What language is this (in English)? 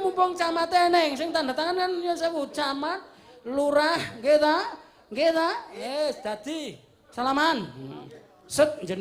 Javanese